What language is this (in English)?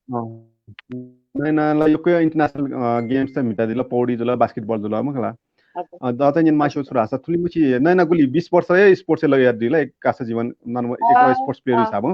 Newari